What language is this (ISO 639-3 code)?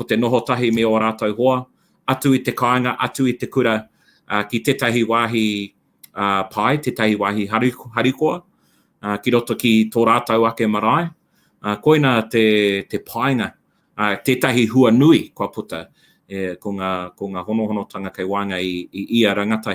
mri